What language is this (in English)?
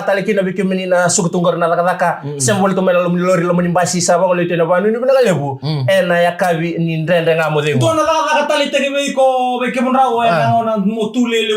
Fijian